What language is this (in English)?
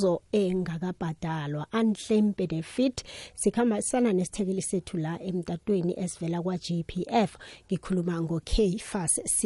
South Ndebele